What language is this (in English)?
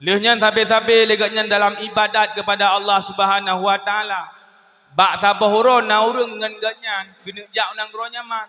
Achinese